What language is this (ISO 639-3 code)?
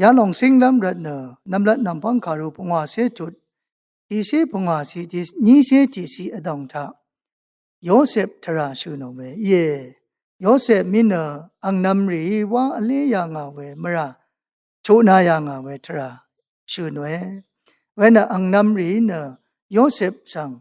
raw